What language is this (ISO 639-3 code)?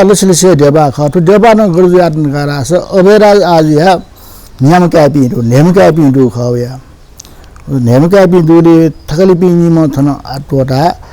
new